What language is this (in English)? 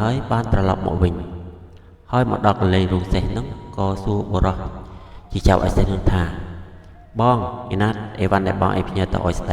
Khmer